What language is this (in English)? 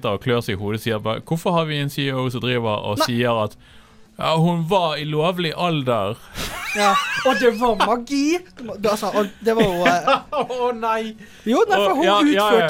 Norwegian